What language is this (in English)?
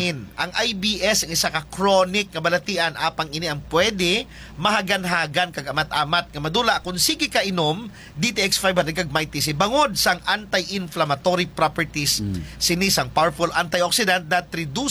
Hiligaynon